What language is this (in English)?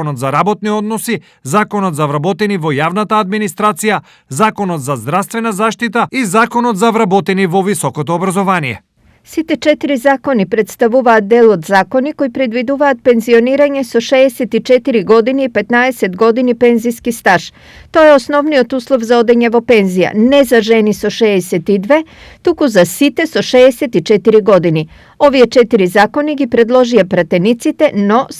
Macedonian